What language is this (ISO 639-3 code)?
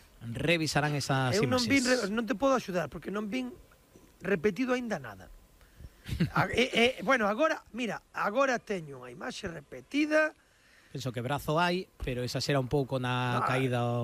glg